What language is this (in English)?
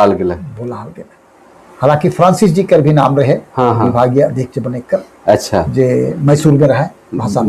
Sadri